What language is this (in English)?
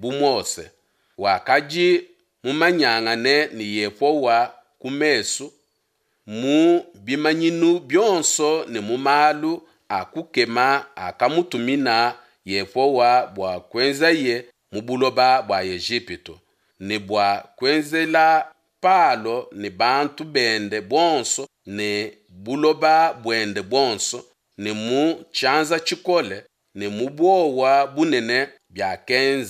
Luba-Lulua